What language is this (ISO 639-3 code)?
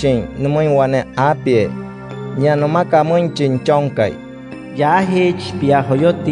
guc